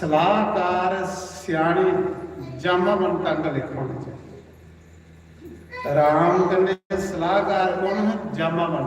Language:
Dogri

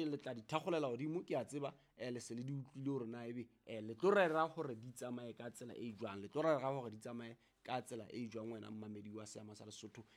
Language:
Southern Sotho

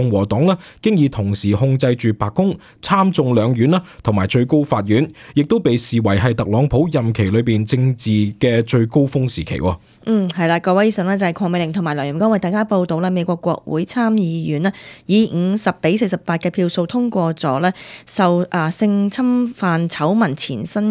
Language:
Cantonese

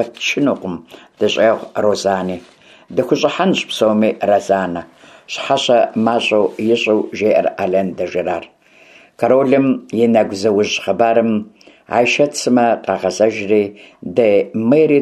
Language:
Kabardian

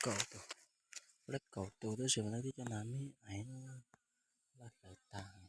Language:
Hmong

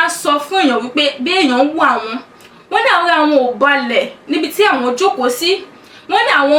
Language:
Yoruba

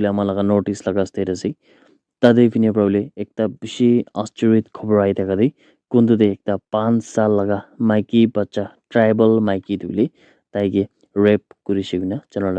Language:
Naga Pidgin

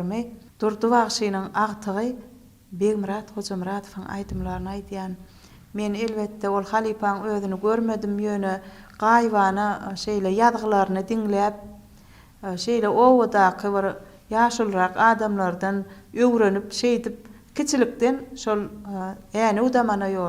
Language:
Turkmen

